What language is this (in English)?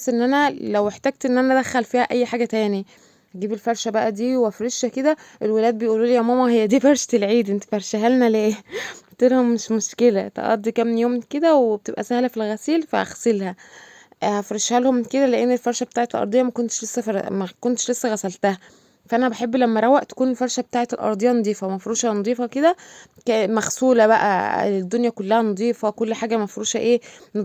Egyptian Arabic